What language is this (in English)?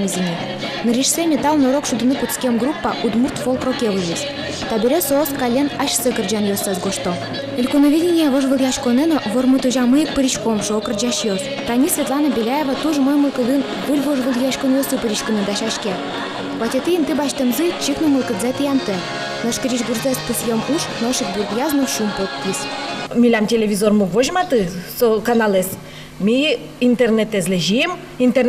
Udmurt